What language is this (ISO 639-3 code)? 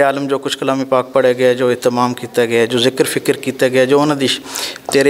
lah